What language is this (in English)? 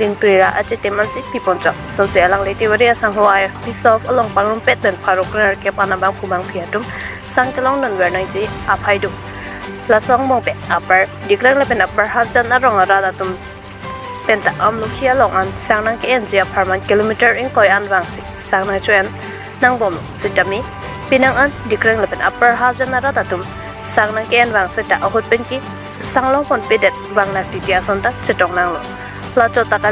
Karbi